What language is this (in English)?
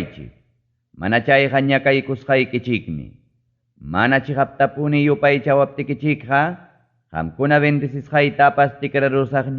Ayacucho Quechua